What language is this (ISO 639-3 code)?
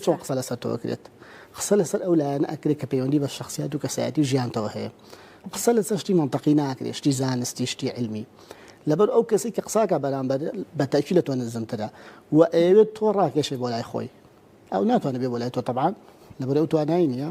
ckb